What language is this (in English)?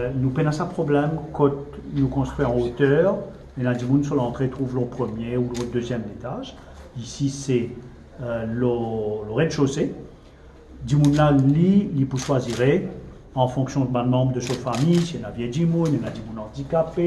Morisyen